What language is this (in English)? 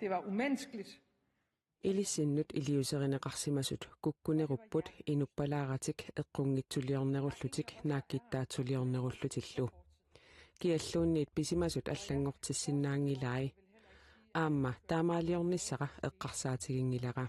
Kalaallisut